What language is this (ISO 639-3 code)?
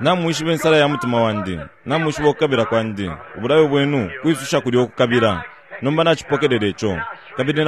bem